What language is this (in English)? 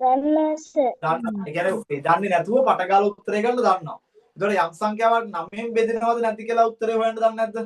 Sinhala